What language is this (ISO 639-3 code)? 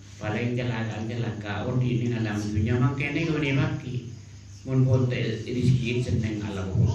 mad